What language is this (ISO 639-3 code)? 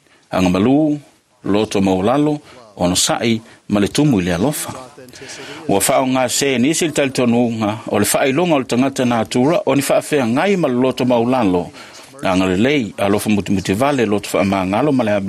smo